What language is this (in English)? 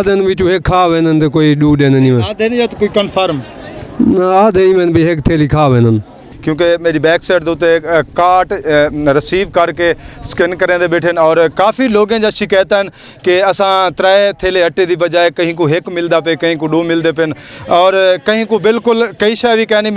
Saraiki